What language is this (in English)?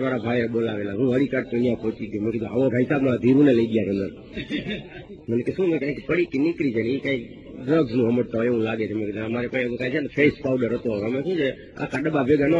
Gujarati